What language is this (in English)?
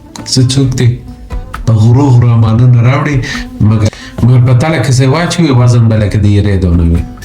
Pashto